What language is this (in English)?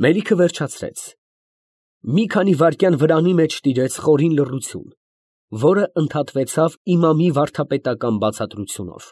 Armenian